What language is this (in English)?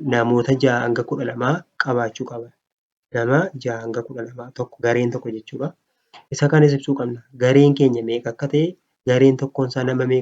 Oromo